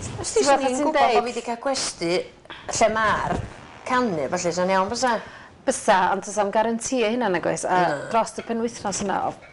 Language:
Welsh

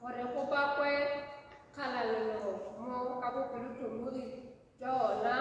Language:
Tswana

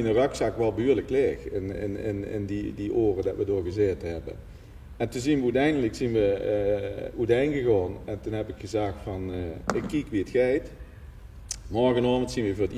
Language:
Limburgish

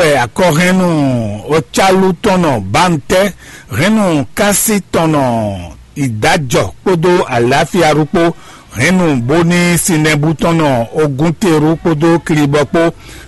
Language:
Fon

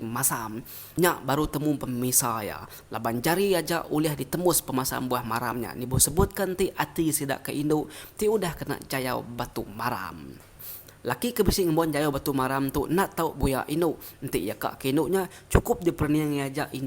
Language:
Iban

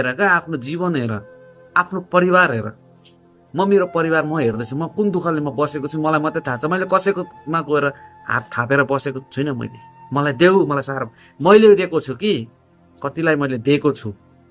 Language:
Nepali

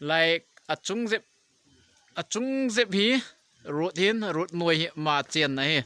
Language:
Thado Chin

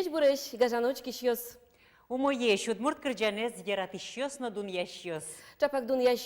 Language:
Udmurt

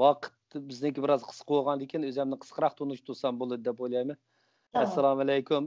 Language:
Uyghur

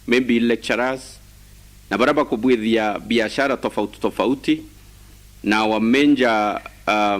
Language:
Meru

